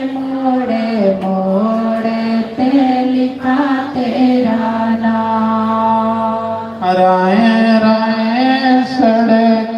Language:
Dogri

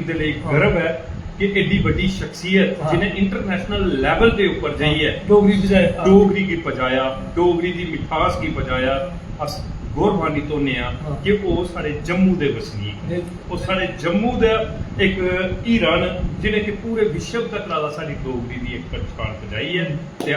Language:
Dogri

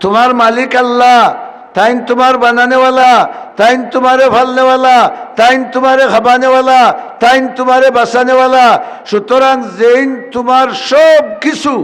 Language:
Sylheti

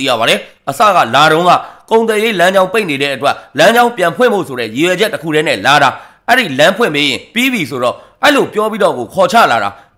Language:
Burmese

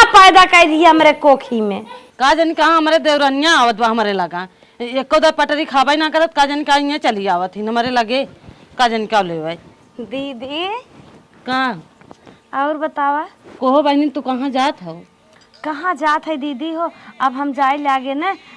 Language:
Awadhi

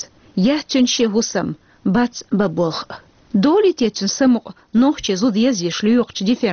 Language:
Chechen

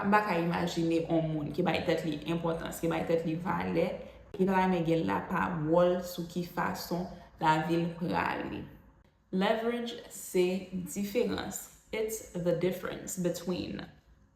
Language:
Haitian Creole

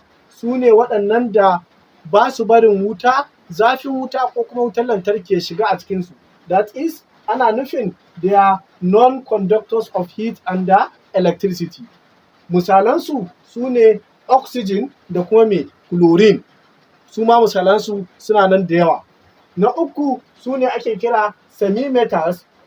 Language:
Hausa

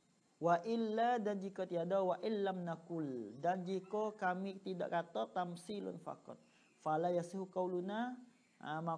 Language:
Malay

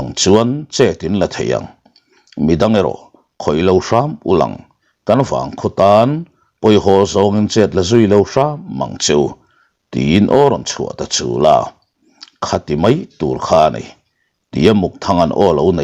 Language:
Mizo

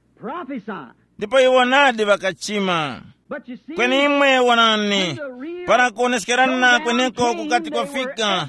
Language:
Tumbuka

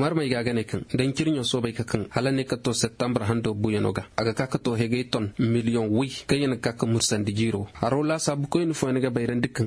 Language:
Koyraboro Senni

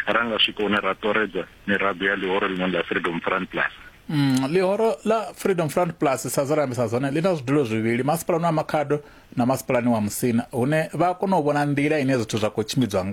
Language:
Venda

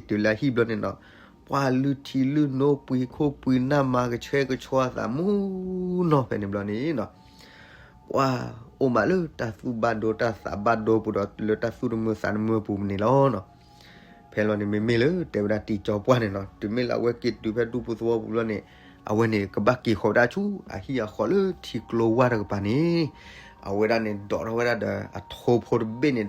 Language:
S'gaw Karen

